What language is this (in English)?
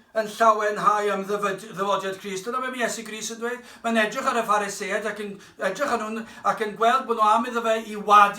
Welsh